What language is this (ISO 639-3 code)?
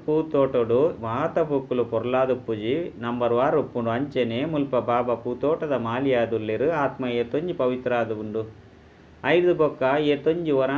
tcy